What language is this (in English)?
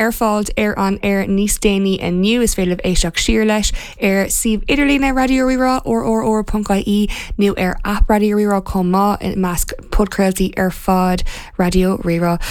Irish